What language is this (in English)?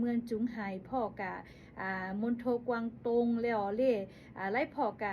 Lahu